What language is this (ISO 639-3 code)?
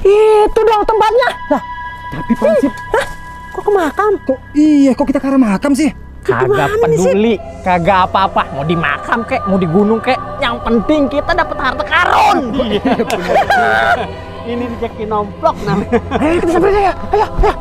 bew